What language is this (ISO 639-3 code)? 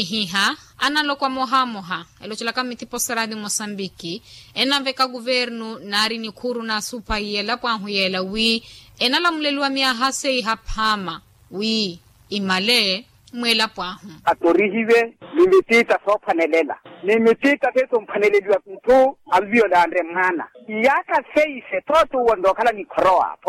vmw